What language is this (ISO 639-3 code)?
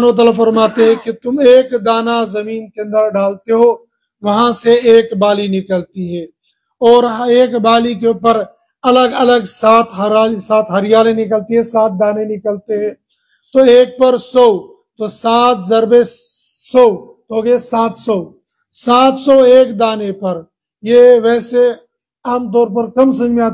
urd